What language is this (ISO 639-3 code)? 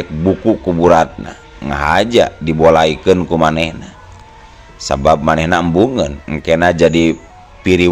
sun